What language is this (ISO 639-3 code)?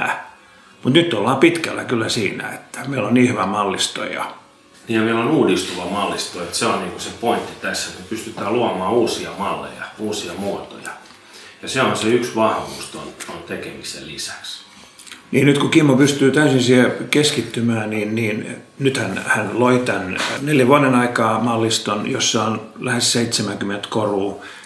fin